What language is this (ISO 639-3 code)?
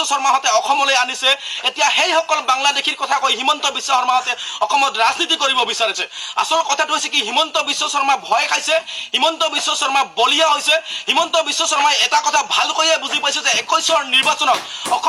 asm